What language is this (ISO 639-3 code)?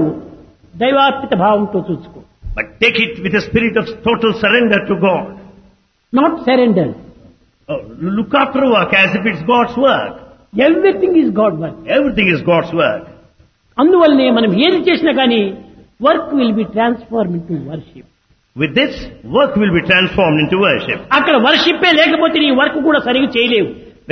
tel